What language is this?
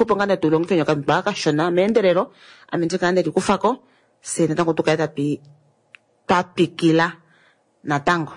Kuanyama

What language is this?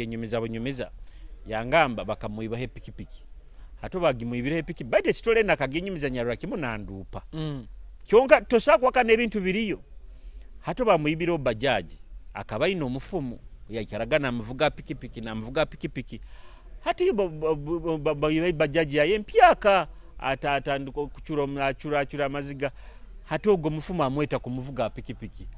Nyoro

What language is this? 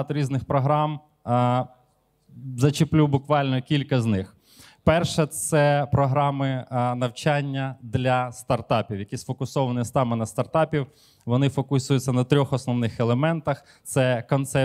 Ukrainian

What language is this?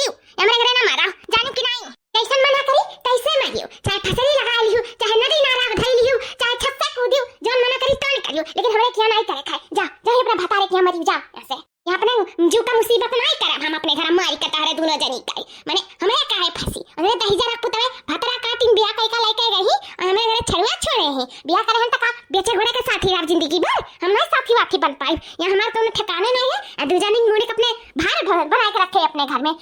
Awadhi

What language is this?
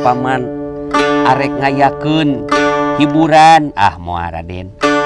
Sundanese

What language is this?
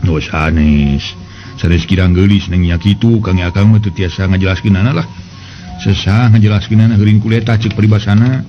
Sundanese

